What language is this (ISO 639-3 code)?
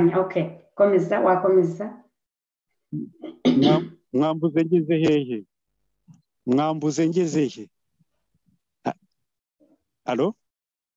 kin